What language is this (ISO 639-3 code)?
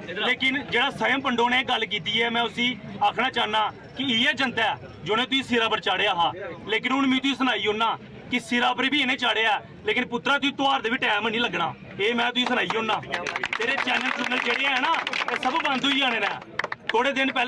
doi